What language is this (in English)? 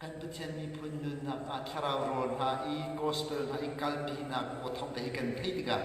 Hakha Chin